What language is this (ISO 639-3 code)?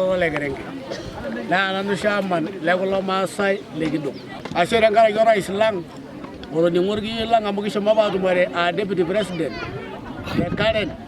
mas